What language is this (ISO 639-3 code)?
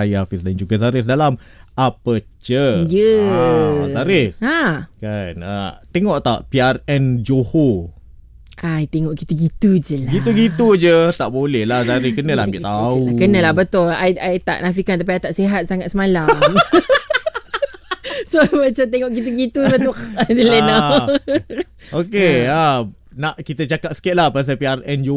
msa